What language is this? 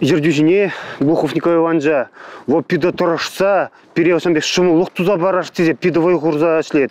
Chuvash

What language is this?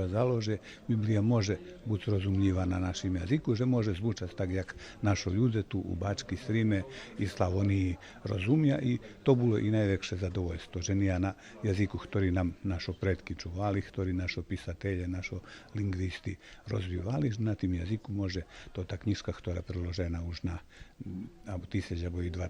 Rusyn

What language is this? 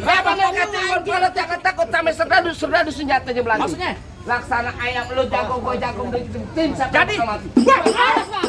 Betawi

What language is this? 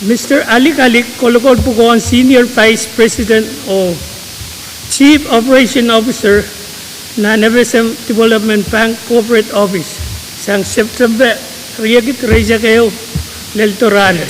Pohnpeian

